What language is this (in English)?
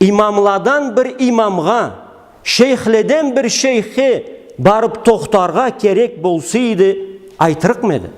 Karachay-Balkar